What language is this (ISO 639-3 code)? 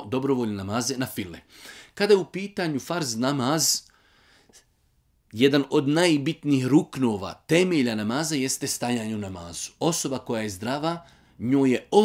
bos